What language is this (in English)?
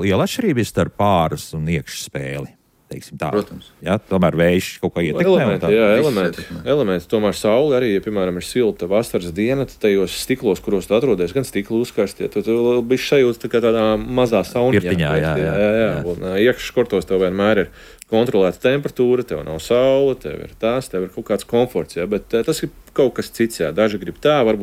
Latvian